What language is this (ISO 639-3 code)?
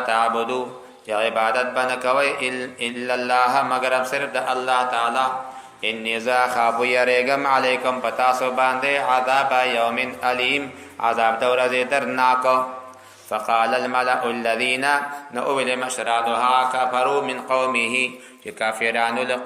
pus